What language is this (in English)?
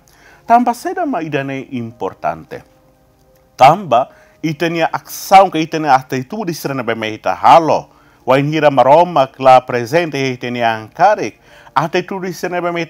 Tetum